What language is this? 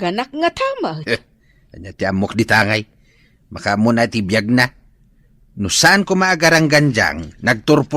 Iloko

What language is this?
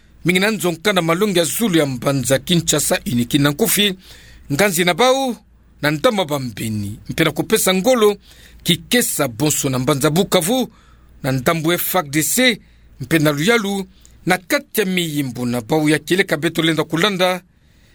Kituba (Democratic Republic of Congo)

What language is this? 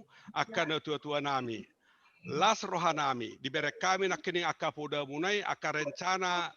Batak Toba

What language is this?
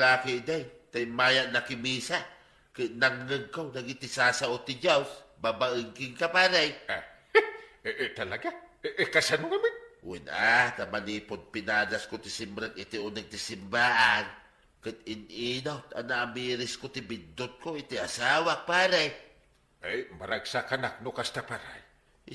Iloko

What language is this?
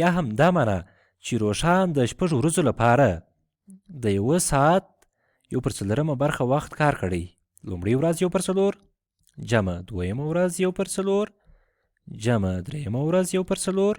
Pashto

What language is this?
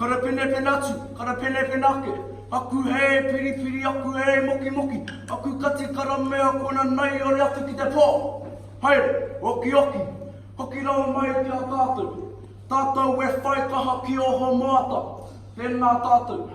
Māori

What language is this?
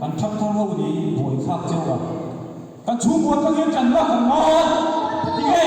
Mizo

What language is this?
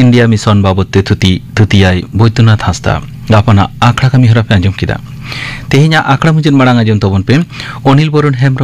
Santali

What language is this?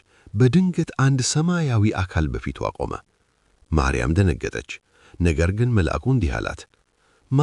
Amharic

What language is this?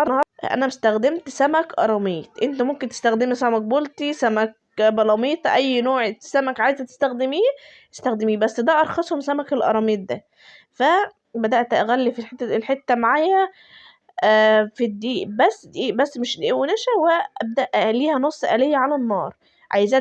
Egyptian Arabic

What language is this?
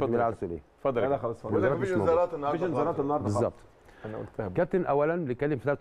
Egyptian Arabic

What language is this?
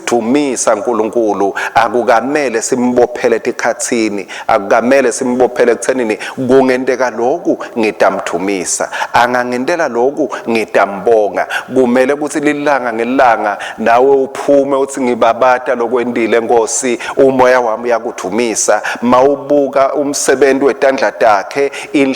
Swati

